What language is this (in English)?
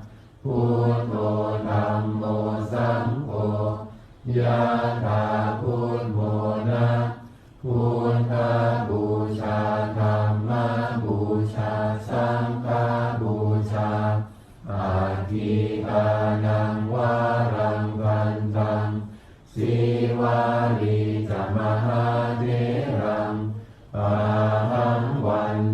Pali